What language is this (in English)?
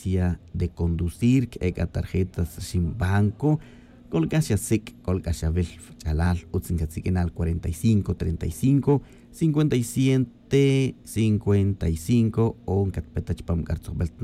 Tz'utujil